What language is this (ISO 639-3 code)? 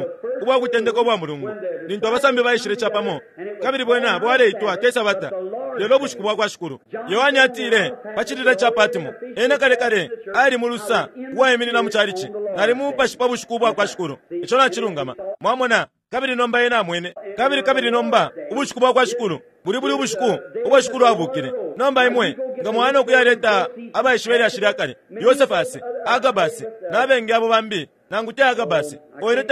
bem